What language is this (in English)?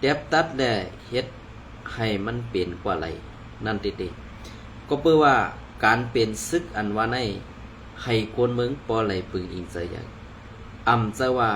Shan